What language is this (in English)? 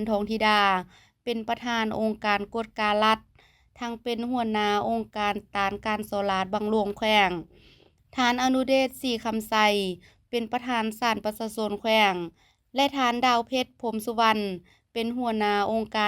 Lao